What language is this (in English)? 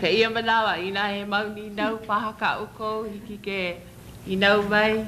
Hawaiian